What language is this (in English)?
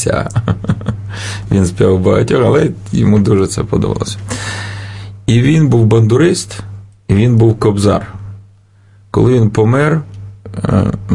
Ukrainian